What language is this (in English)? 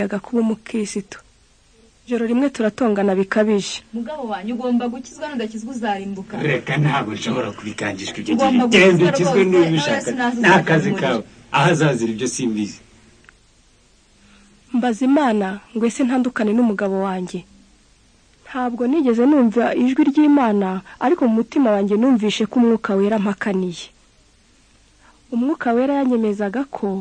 Kinyarwanda